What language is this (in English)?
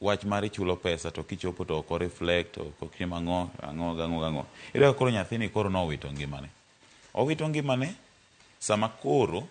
Luo (Kenya and Tanzania)